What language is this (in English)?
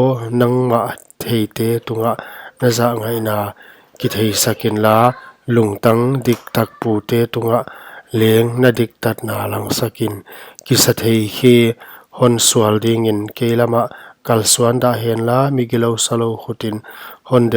Paite Chin